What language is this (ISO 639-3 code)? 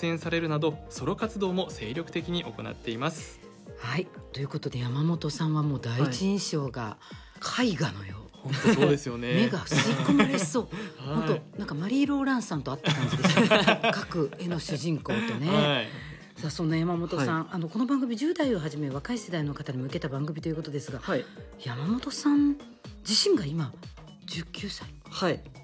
jpn